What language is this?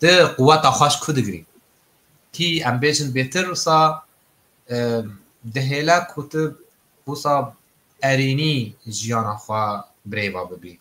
Kurdish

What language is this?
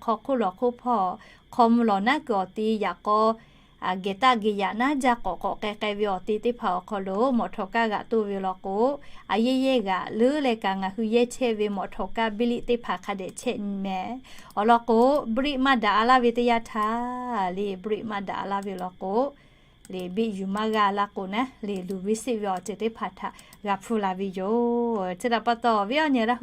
Lahu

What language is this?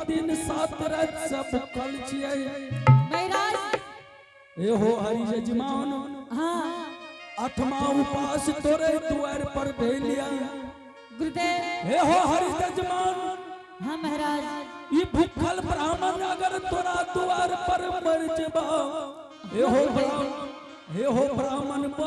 Angika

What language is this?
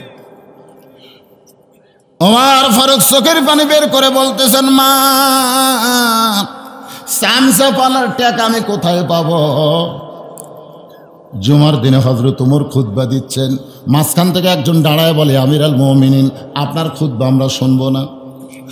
Bangla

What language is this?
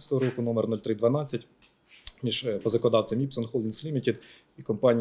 Ukrainian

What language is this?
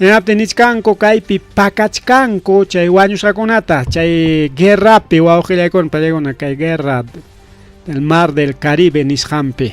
Ayacucho Quechua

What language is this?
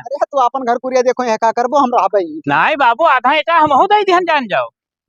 Awadhi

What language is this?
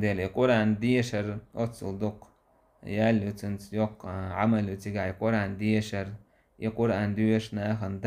Chechen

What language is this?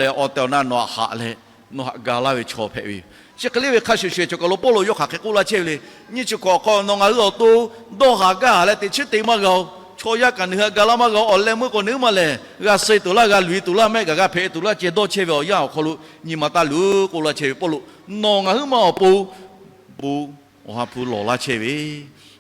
Lahu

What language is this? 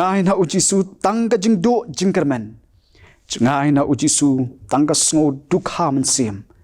Khasi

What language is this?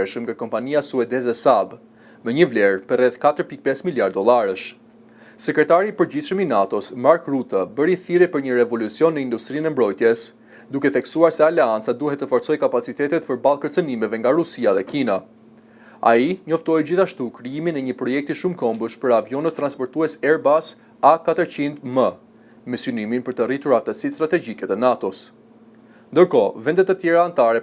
Albanian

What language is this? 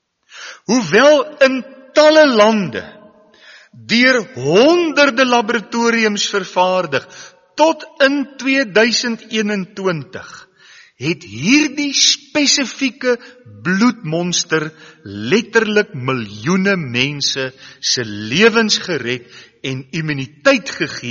Afrikaans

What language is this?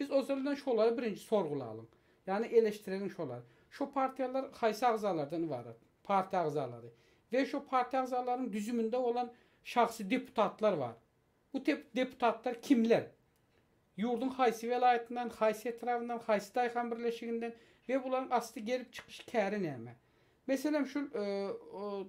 Turkmen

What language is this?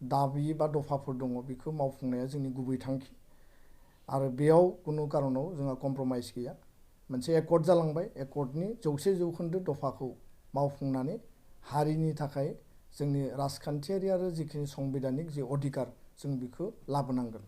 Bodo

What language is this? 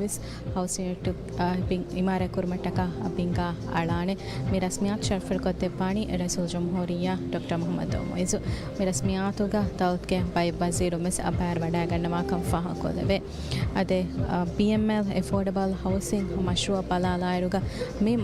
Divehi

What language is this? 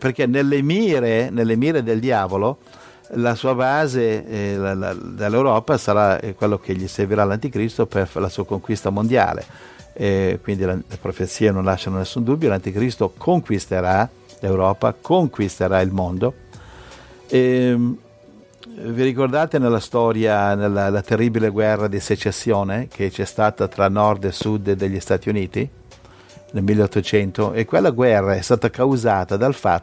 Italian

